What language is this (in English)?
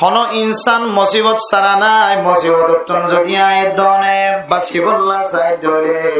Rohingya